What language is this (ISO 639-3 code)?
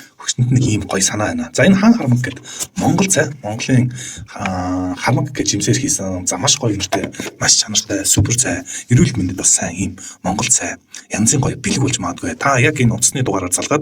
mon